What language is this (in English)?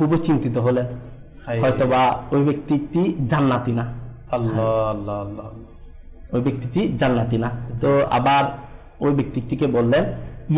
Bangla